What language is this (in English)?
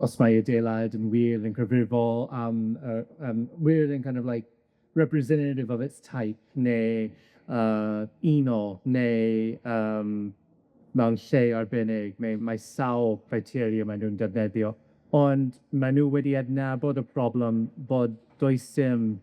Welsh